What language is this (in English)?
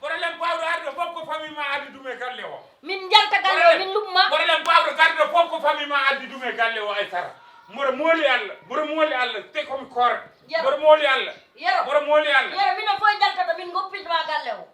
Fula